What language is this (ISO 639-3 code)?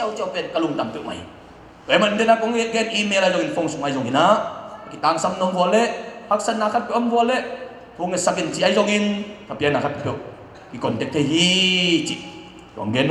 ctd